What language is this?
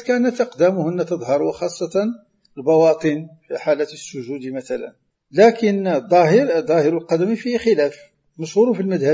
Arabic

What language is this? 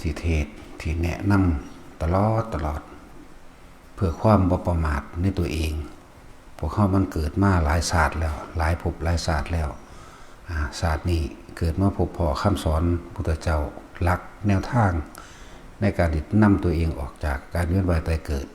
Northeastern Thai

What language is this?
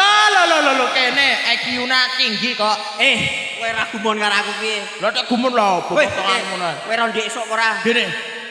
Javanese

